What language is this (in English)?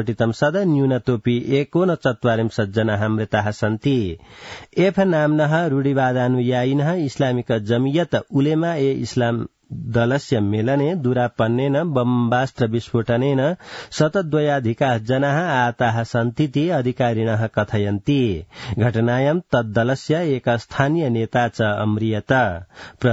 Sanskrit